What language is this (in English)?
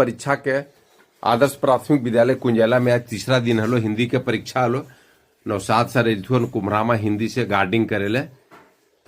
Magahi